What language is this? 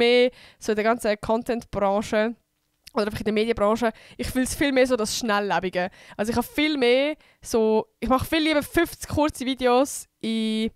Swiss German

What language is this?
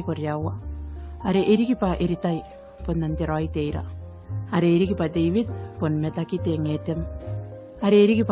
Gilbertese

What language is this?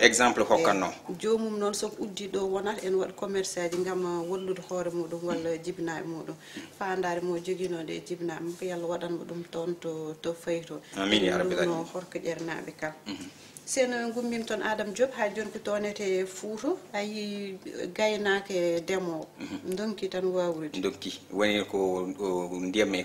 Fula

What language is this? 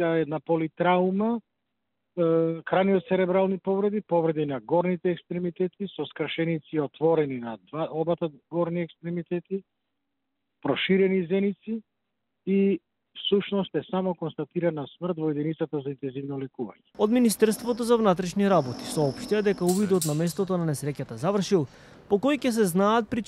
Macedonian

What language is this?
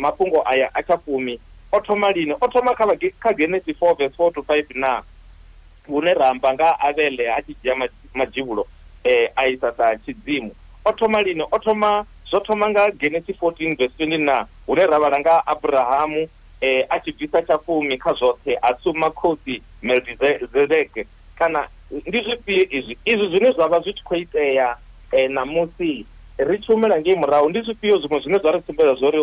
Venda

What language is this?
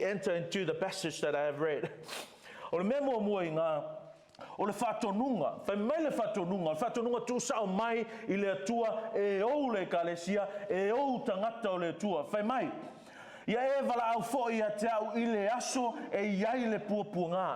Samoan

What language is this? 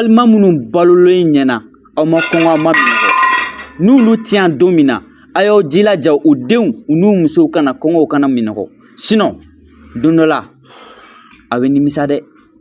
Bambara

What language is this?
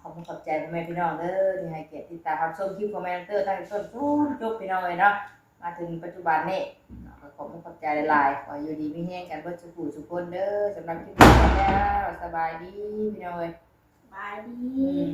Northeastern Thai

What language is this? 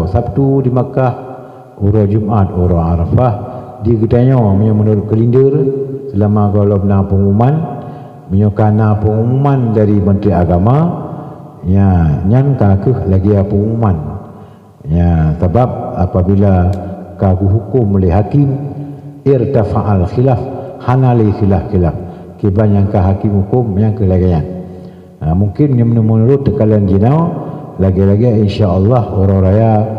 Achinese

